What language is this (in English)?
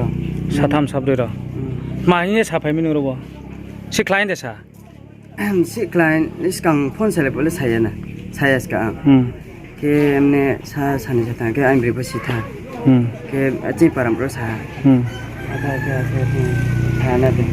Riang (India)